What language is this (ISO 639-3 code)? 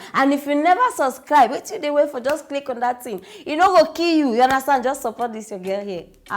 pcm